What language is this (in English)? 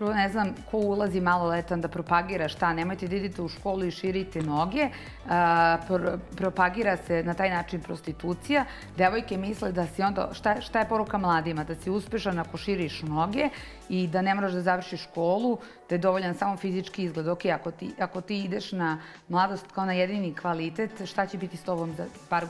Serbian